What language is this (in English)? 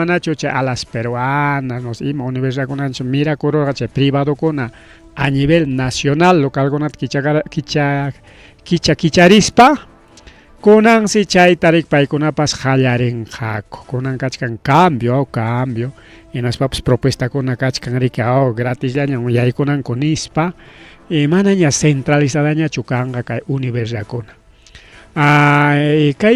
Ayacucho Quechua